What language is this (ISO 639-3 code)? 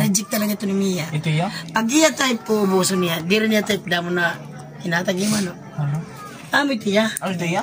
war